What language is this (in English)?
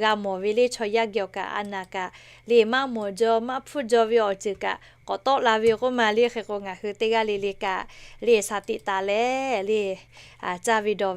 Lahu